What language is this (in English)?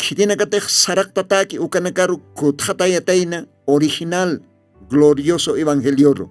Aymara